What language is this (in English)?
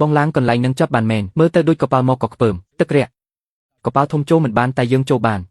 Khmer